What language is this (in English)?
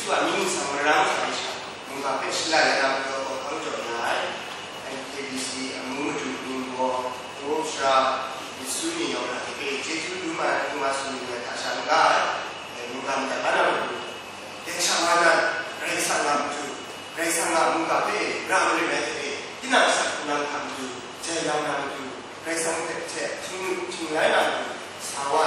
Kachin